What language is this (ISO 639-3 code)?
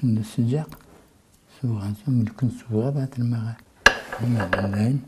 crh